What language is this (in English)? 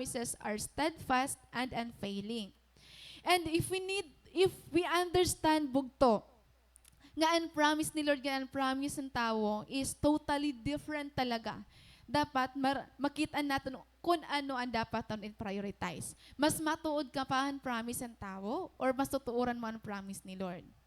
Waray